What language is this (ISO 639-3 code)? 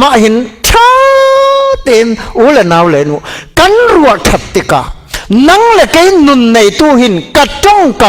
cfm